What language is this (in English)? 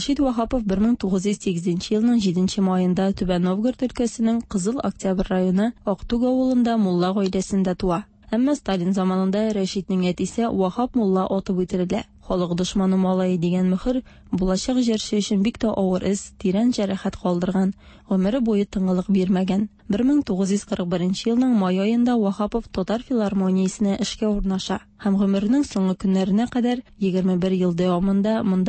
Tatar